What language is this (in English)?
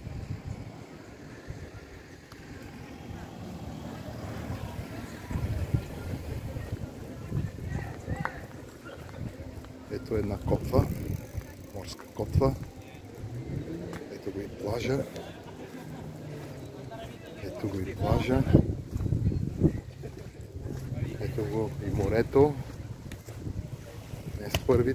Bulgarian